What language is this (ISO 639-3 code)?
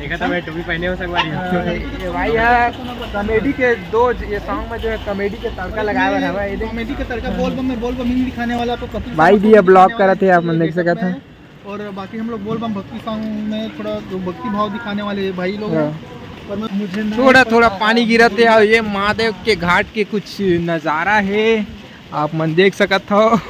hne